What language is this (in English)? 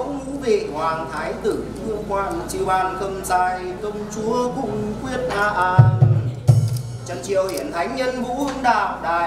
Vietnamese